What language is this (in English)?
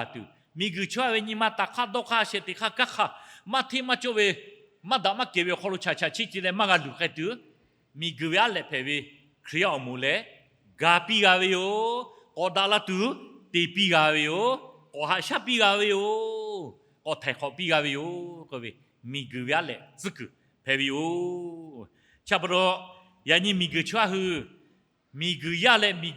Lahu